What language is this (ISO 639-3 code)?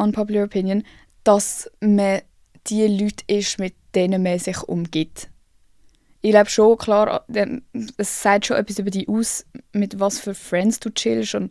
gsw